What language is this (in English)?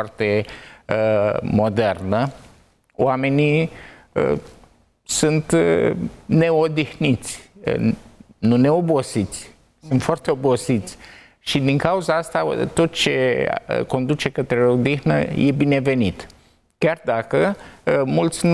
Romanian